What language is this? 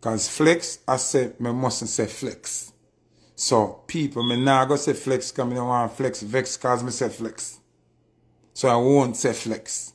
Jamaican Creole English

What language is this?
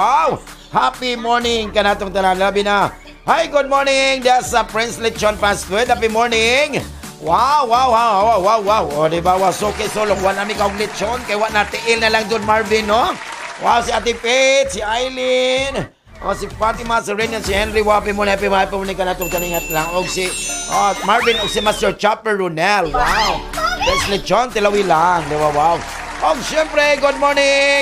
Cebuano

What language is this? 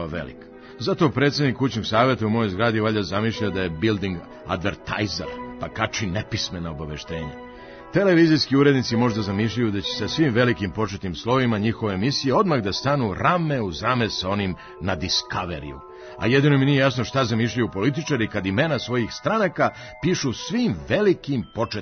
Serbian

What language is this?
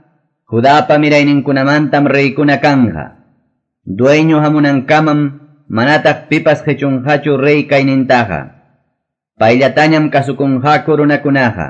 Quechua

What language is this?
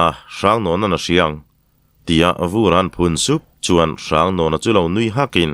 Mizo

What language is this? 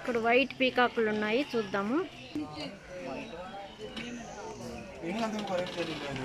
Telugu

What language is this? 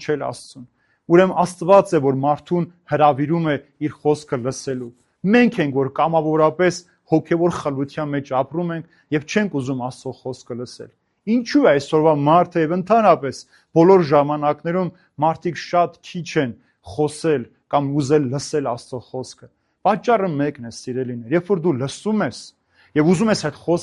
Armenian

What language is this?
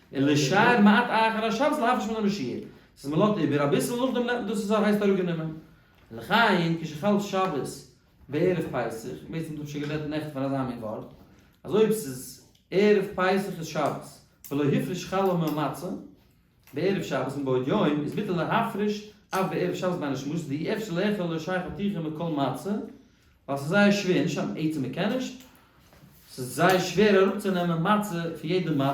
Yiddish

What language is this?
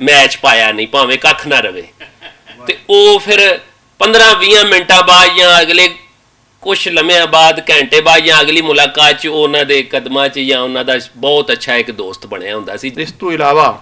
Western Panjabi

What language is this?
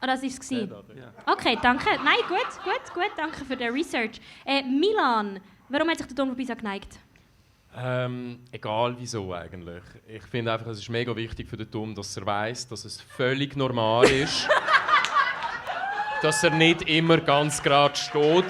Swiss German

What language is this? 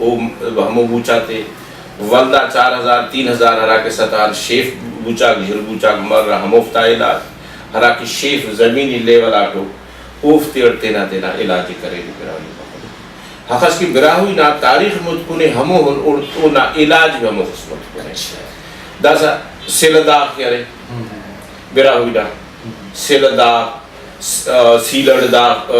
Brahui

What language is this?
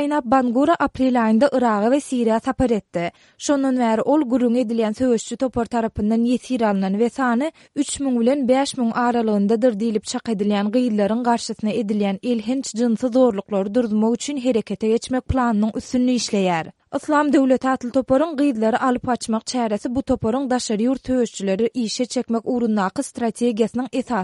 Turkmen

